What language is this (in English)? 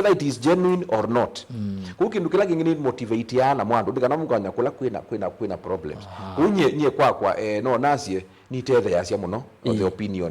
Kamba